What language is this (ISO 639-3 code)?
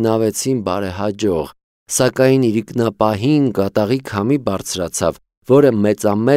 hye